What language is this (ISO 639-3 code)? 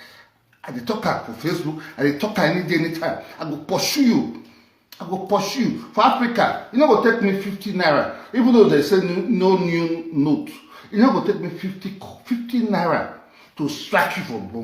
pcm